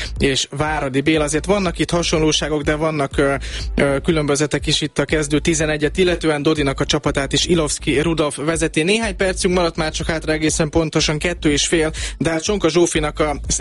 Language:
Hungarian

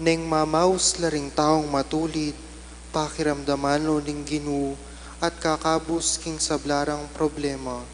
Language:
Pampanga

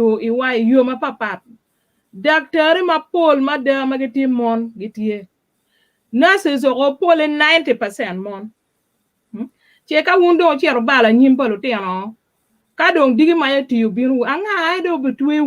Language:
Acoli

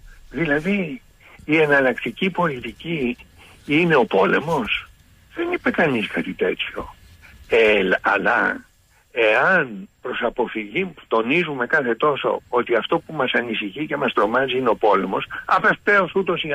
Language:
Greek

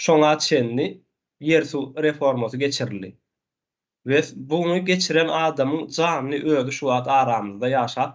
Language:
Turkmen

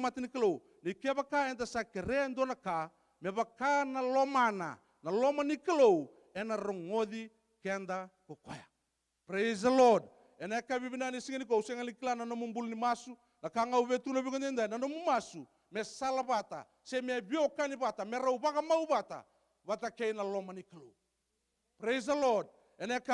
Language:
Fijian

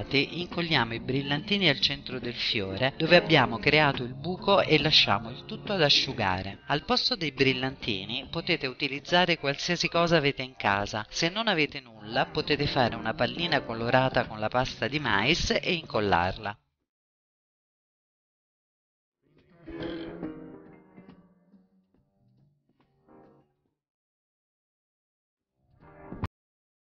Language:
Italian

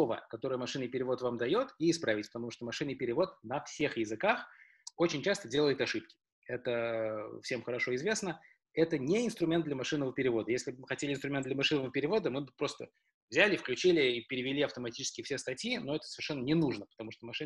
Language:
Russian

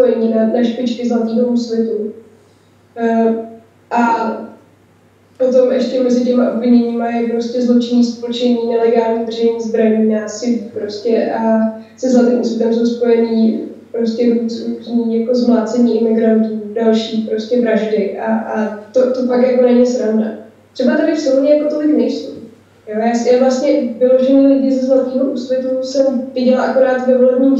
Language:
Czech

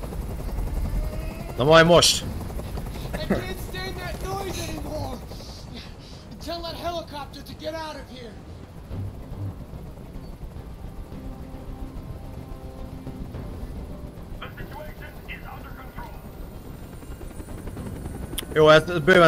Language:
Hungarian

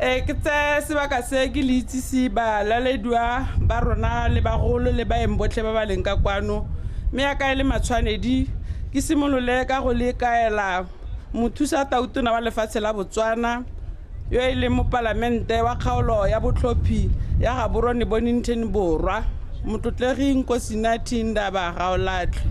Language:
Tswana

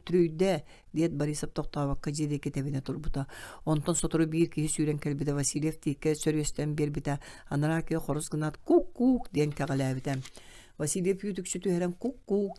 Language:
Yakut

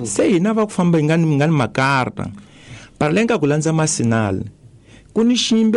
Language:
Tsonga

